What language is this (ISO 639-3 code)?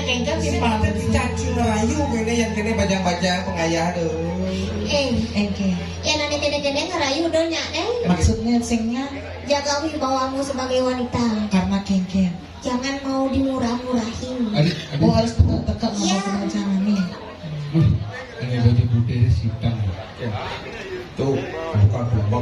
ban